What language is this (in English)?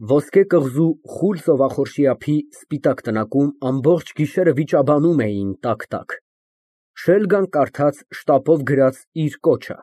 Armenian